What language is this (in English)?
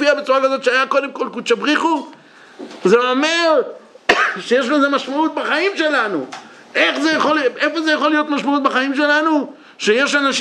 Hebrew